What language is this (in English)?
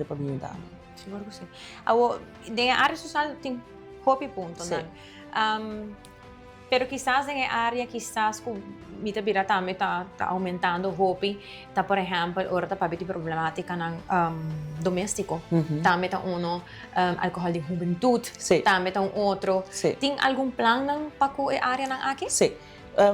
Papiamento